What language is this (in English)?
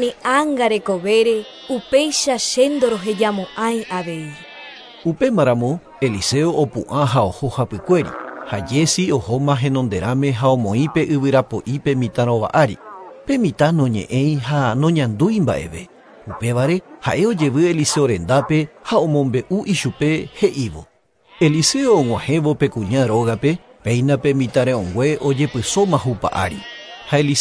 Guarani